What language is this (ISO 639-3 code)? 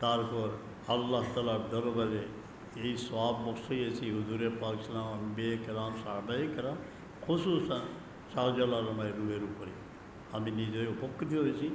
syl